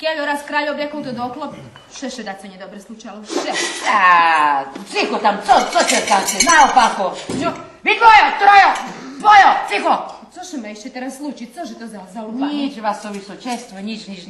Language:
Rusyn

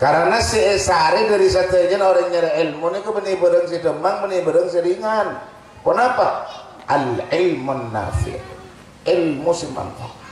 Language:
Madurese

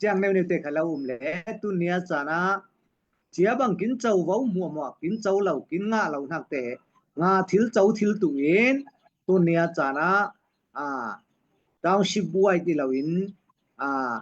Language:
Falam Chin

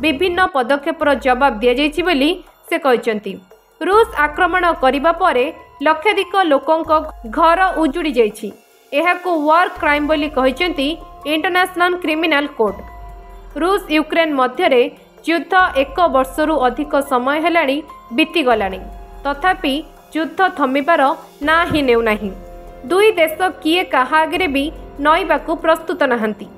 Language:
Odia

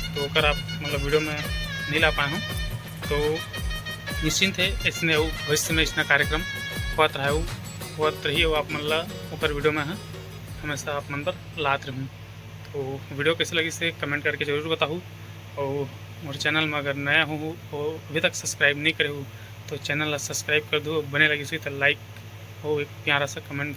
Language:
Chhattisgarhi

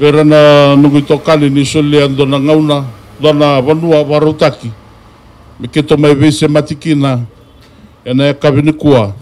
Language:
Fijian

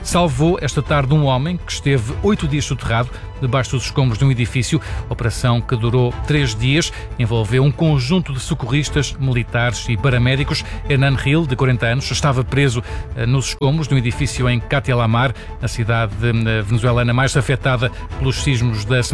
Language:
Portuguese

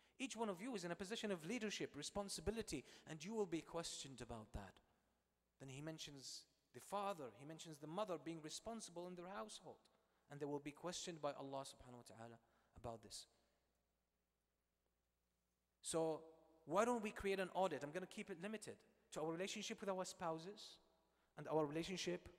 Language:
English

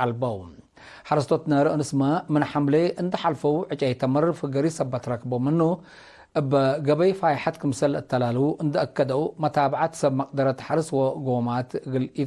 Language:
Tigre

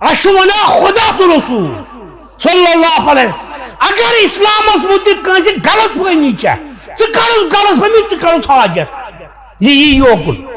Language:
Kashmiri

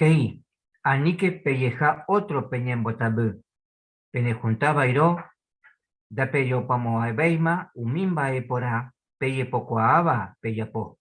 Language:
Guarani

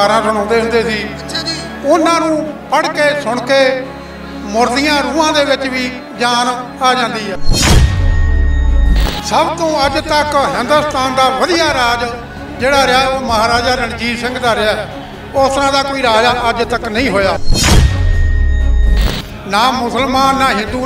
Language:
Punjabi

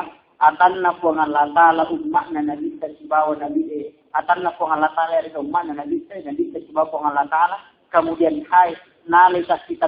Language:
Buginese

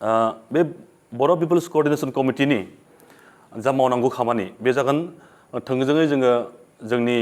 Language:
Bodo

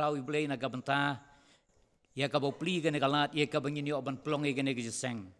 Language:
Khasi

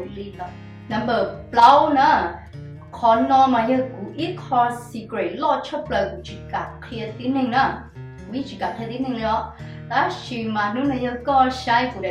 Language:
Hmong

